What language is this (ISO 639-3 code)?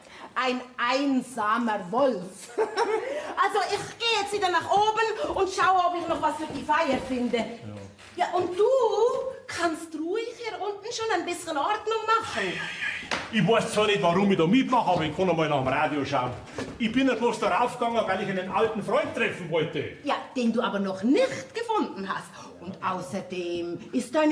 bar